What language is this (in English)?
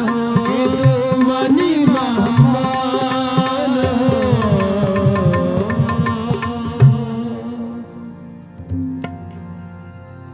Hindi